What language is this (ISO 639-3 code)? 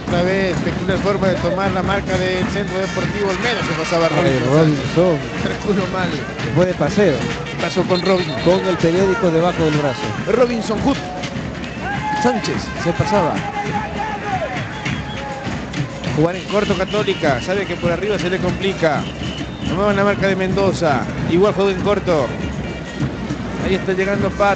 spa